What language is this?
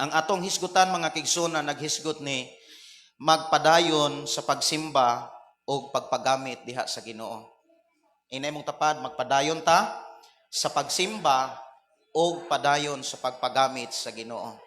Cebuano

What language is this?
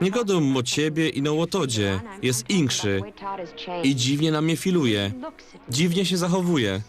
Silesian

